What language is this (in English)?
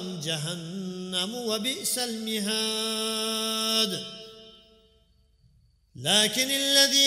Arabic